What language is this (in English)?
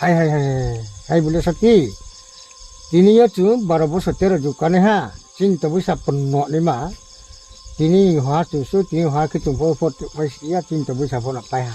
Riang (India)